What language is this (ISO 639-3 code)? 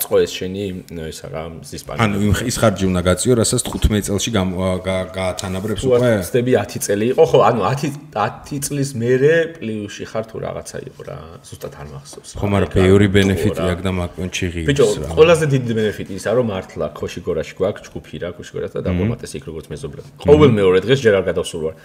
kat